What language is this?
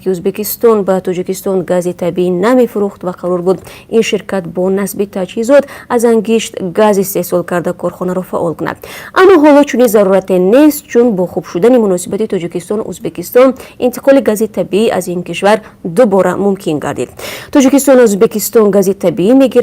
Tajik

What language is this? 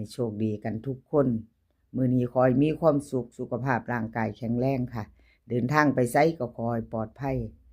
Northeastern Thai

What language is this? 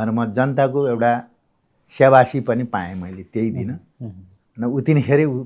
Nepali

